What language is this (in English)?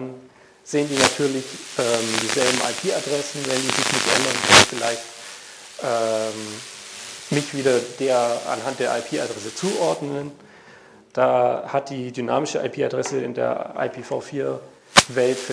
German